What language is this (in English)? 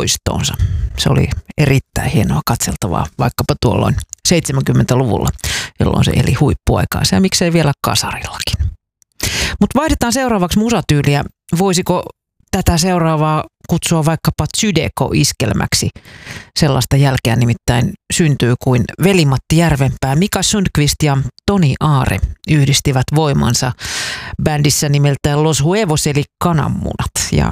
Finnish